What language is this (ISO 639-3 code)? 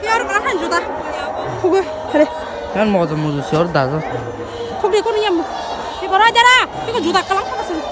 trp